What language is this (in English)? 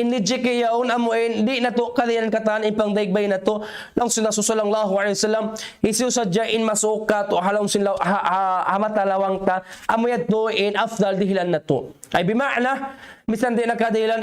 Tausug